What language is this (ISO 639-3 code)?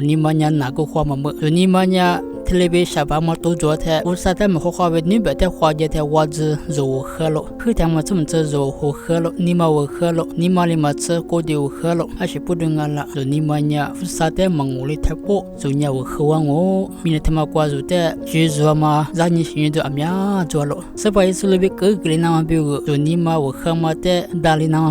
lis